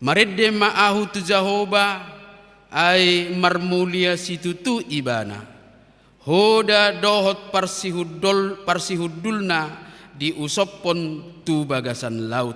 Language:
Batak Toba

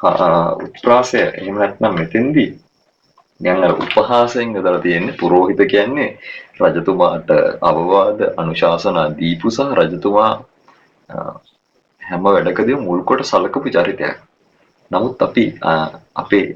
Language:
Sinhala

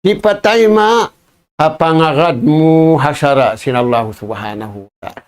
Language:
Tausug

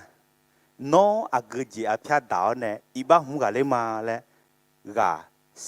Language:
Akha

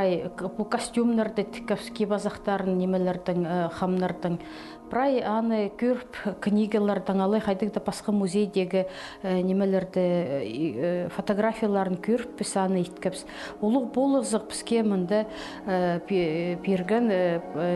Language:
Khakas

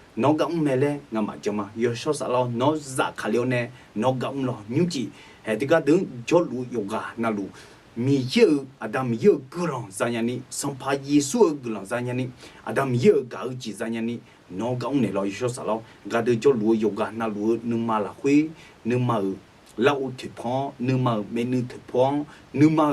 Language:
Akha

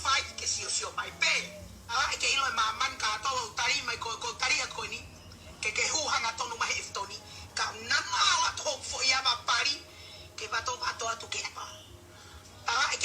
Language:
Tongan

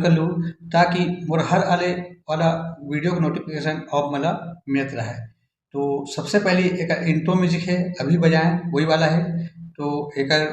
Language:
Chhattisgarhi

